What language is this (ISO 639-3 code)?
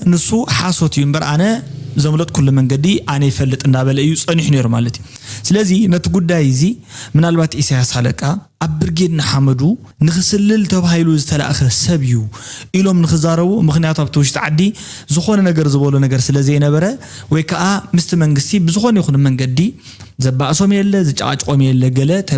tir